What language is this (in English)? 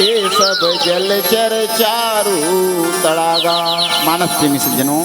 Chhattisgarhi